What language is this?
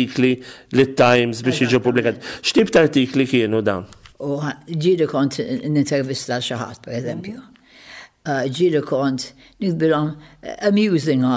Maltese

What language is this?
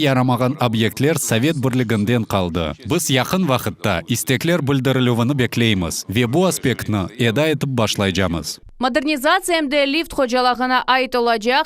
Crimean Tatar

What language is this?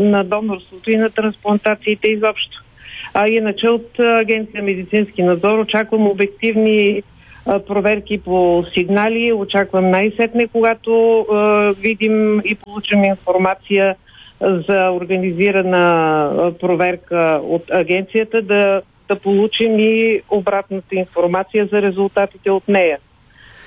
Bulgarian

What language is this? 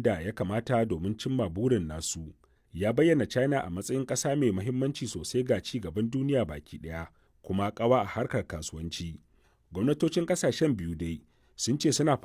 Hausa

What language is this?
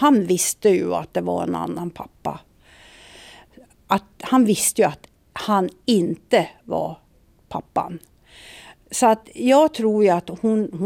Swedish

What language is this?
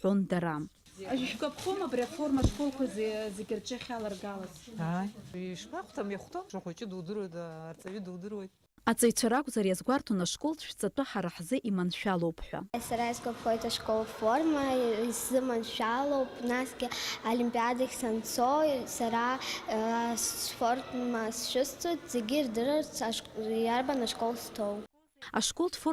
Abkhazian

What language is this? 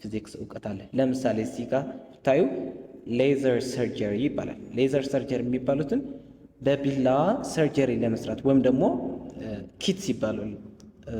Amharic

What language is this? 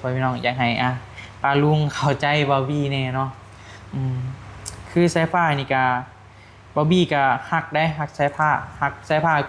Northeastern Thai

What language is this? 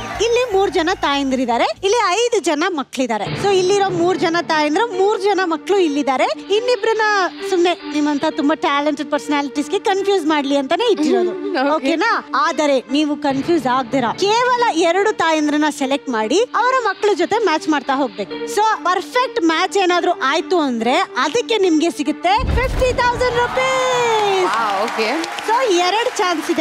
Kannada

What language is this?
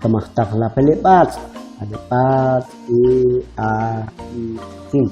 Kʼicheʼ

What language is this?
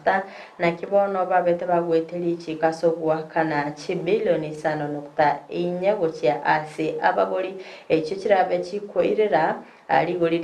Gusii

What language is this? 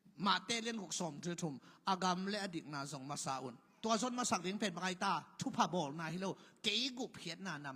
Tedim Chin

